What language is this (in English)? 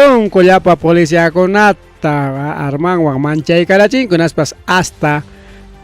Ayacucho Quechua